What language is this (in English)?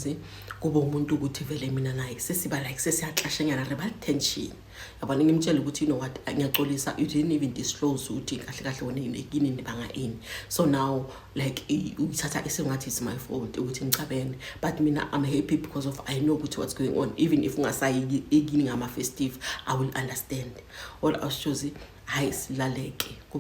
Zulu